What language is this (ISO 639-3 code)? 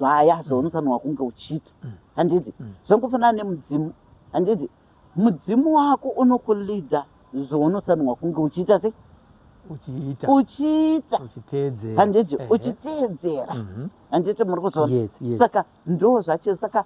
sna